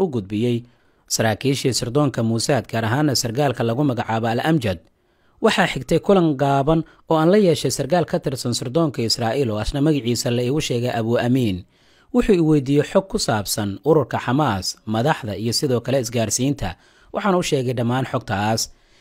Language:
Somali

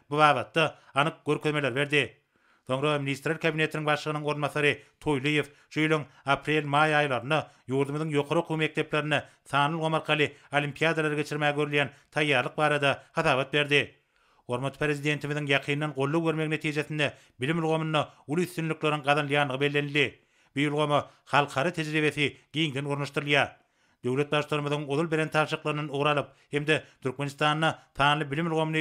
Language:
Turkmen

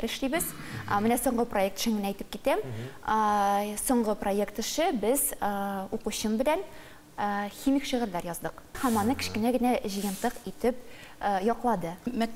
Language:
Tatar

